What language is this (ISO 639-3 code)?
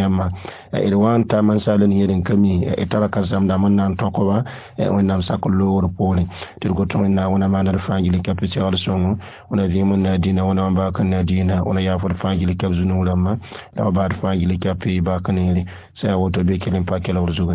mos